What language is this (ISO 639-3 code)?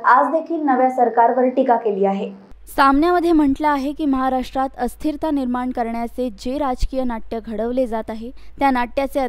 mar